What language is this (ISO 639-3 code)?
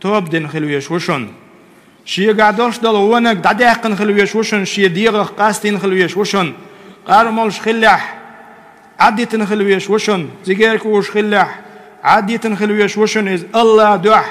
che